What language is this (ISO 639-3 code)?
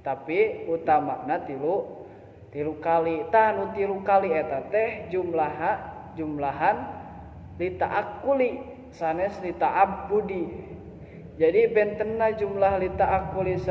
sun